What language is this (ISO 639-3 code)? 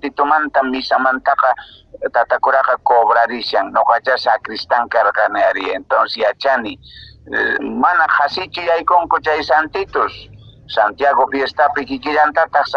que